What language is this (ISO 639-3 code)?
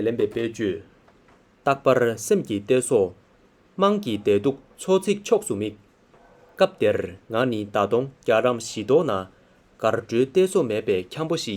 bod